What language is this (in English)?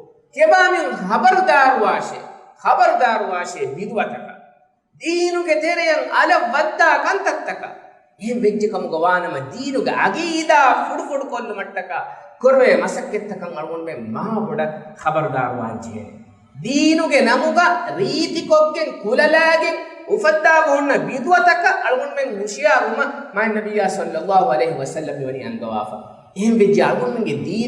Divehi